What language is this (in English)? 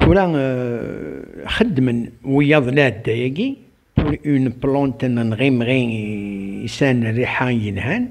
Kabyle